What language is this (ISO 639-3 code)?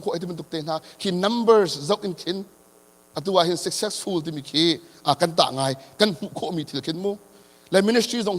cnh